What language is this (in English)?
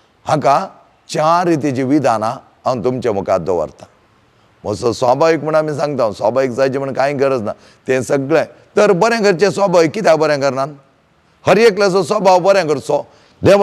Konkani